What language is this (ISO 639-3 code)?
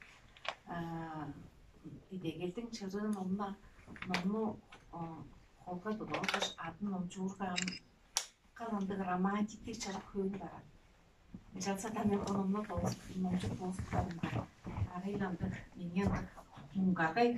tyv